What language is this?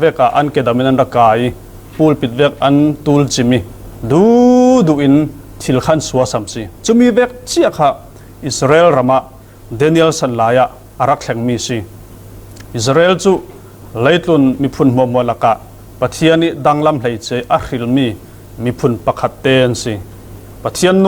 Falam Chin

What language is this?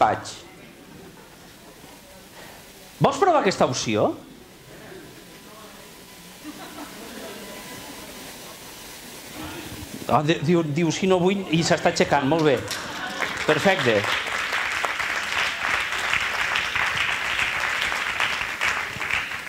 Catalan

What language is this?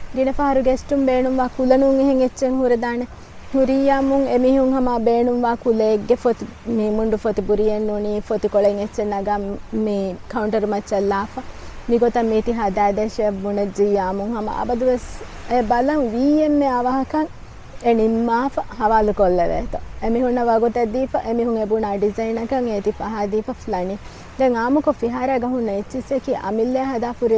Divehi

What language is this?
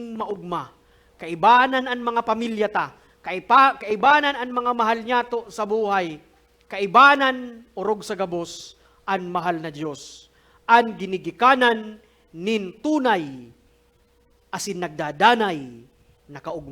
Bikol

